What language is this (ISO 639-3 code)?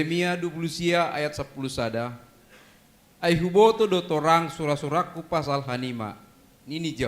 bts